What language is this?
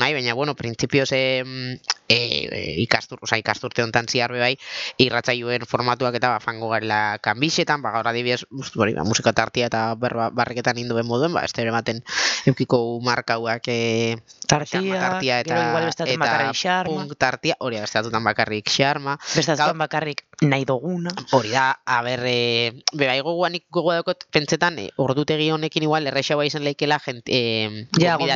Basque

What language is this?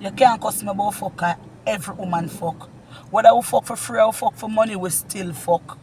Jamaican Creole English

